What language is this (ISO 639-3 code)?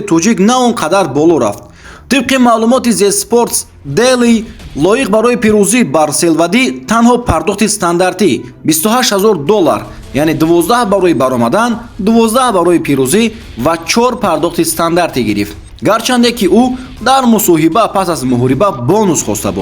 tgk